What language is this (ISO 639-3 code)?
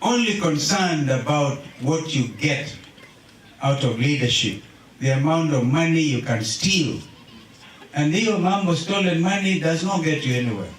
kam